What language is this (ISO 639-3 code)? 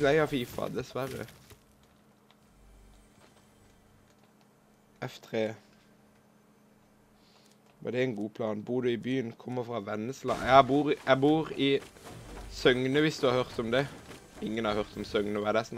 nor